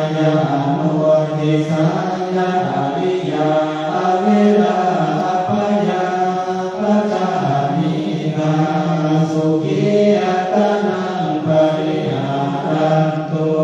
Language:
Pali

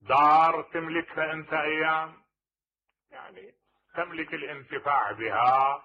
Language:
Mesopotamian Arabic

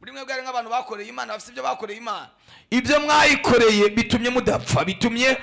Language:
Rundi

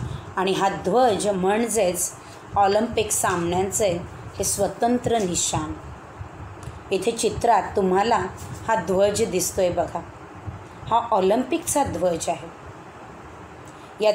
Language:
Marathi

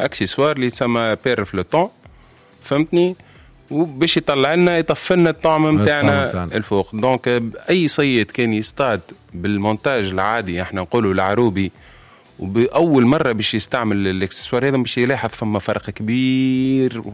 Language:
Tunisian Arabic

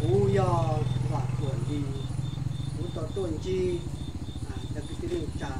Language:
Hmong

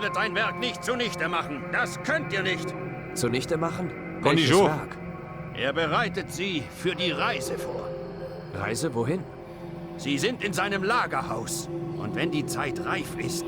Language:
Bavarian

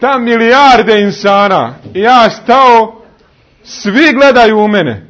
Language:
Bosnian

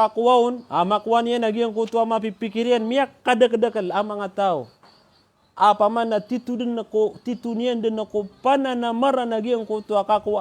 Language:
Maranao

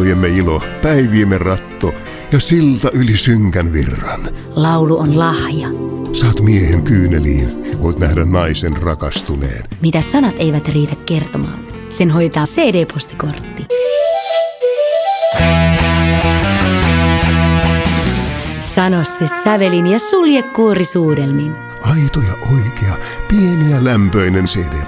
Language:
Finnish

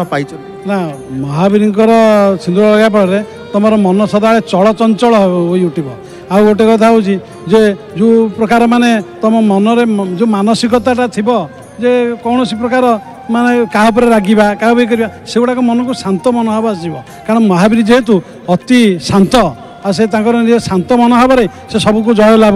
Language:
Odia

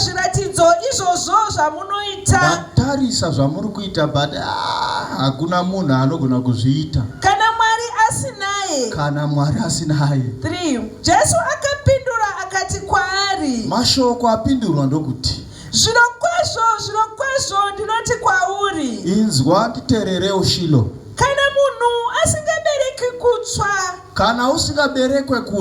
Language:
Shona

